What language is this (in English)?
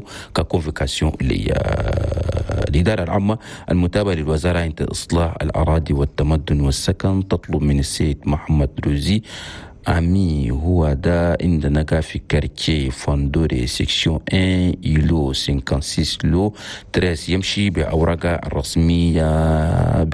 Chadian Arabic